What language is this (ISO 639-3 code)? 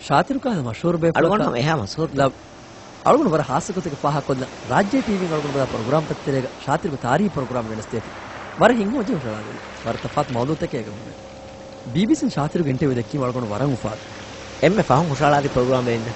div